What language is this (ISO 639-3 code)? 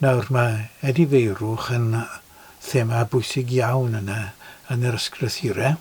cym